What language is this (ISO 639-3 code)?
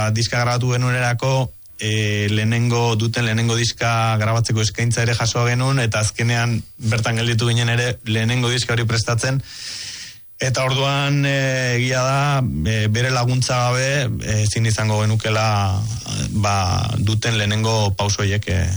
eus